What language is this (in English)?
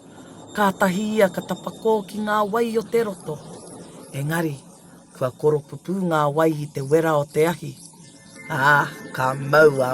Māori